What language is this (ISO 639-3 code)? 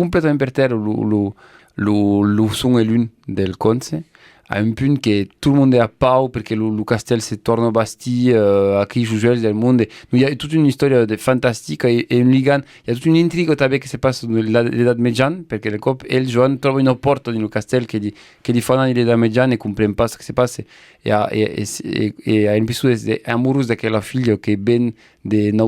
oci